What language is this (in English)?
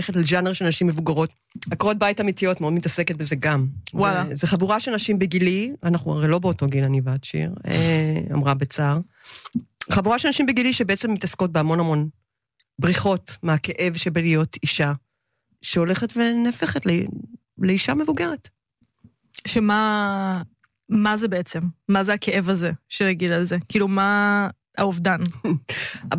Hebrew